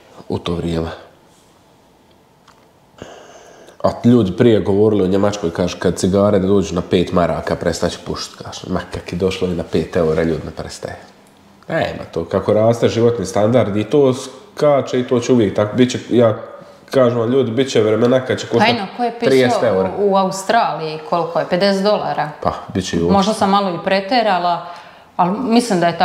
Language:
Croatian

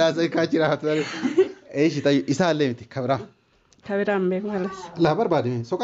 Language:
Oromo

